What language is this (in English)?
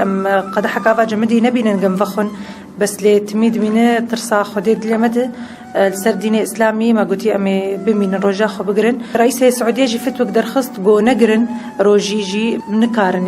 Kurdish